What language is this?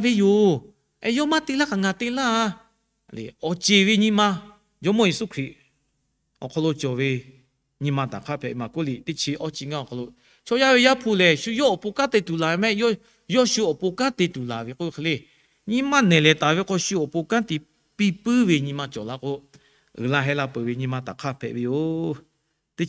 Lahu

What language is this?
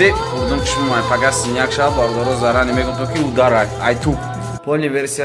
Tajik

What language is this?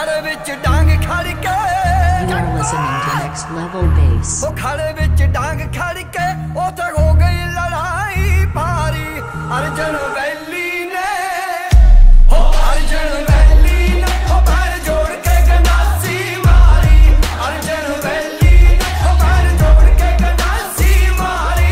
Punjabi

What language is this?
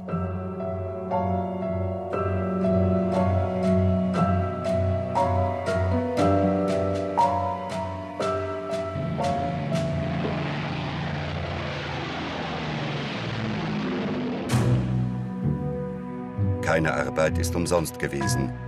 German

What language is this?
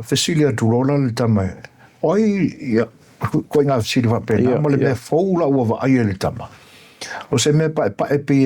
Samoan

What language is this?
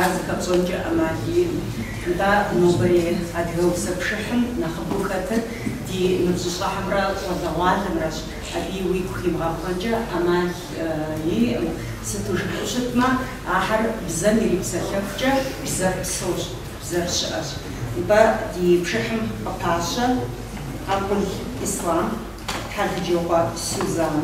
Kabardian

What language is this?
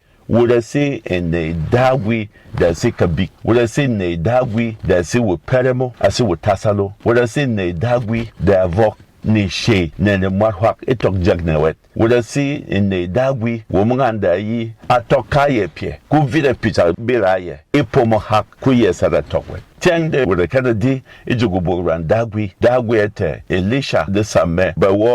Berom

